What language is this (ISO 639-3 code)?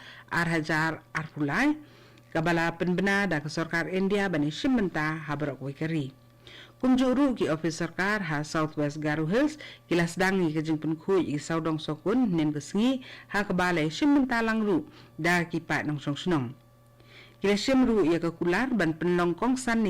kha